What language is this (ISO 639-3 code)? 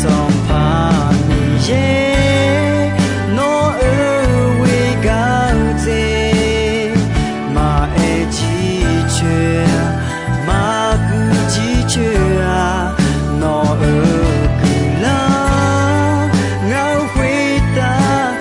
ahk